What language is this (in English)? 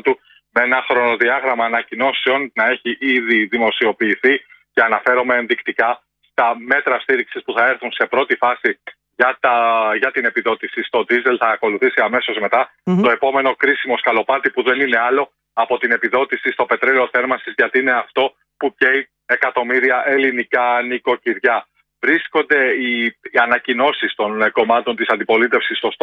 Greek